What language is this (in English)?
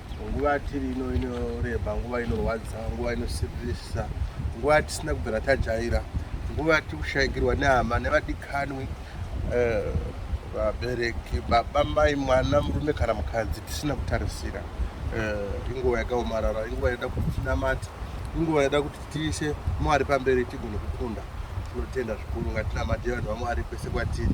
Shona